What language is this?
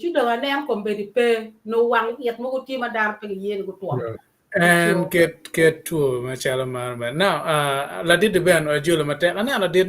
Acoli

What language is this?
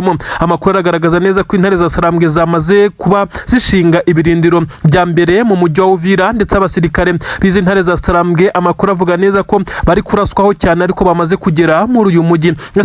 Kinyarwanda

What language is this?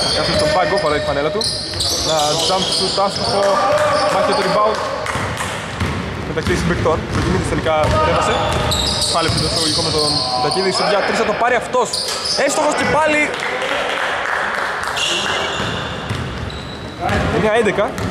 Greek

